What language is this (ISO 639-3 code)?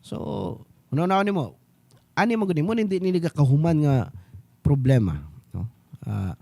ceb